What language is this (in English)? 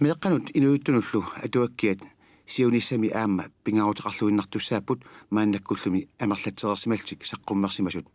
Kalaallisut